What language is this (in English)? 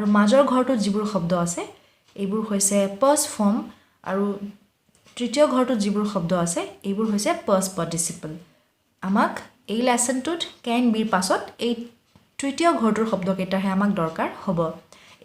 Assamese